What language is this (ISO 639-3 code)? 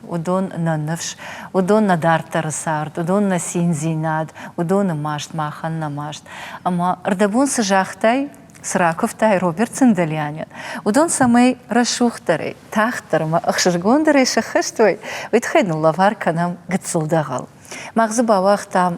oss